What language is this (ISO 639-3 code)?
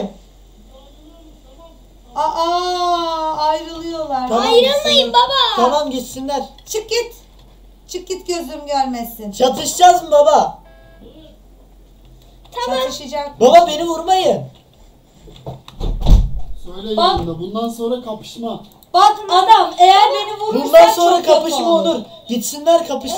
tur